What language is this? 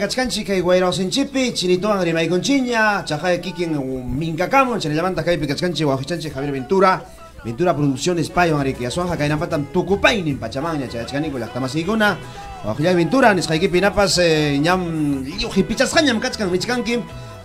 Ayacucho Quechua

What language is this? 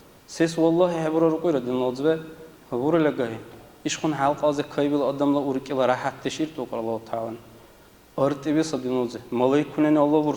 Dargwa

